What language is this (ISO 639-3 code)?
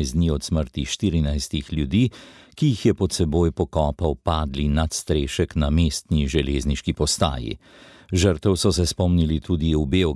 slv